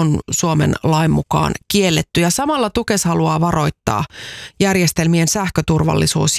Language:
Finnish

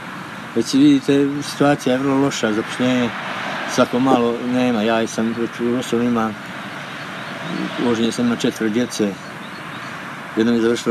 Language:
Croatian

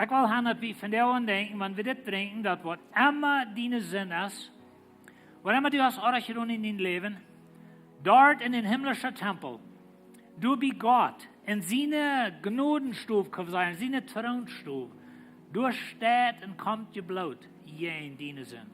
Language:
Plautdietsch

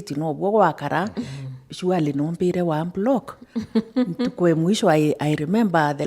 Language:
Meru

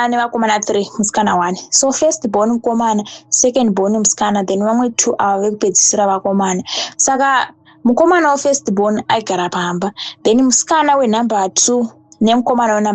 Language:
Shona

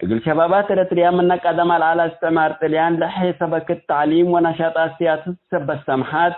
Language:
Tigre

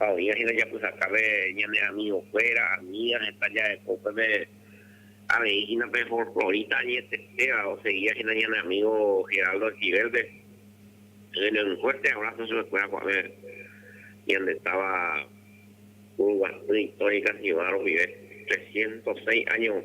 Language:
Guarani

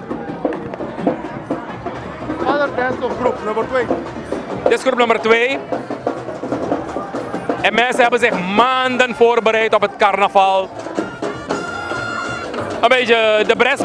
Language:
Dutch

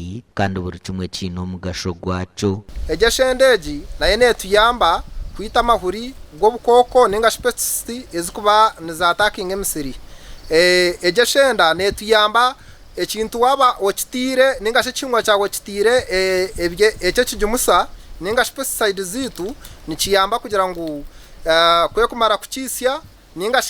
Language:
Nyankole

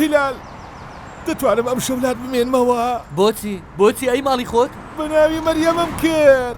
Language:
Central Kurdish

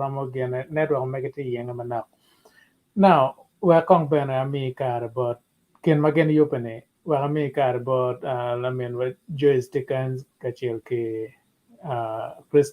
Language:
Acoli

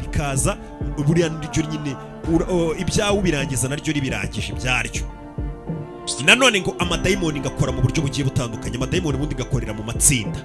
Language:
Kinyarwanda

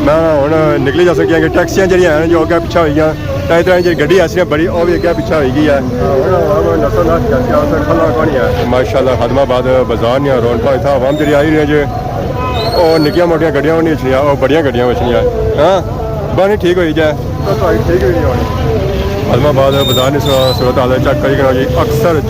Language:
Pahari-Potwari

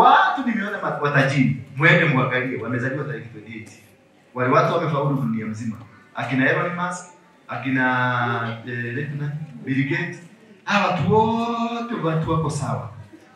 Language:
Swahili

